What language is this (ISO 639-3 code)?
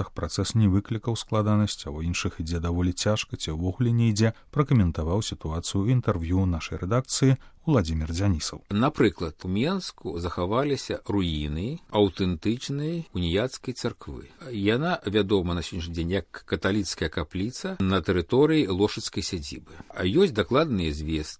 bel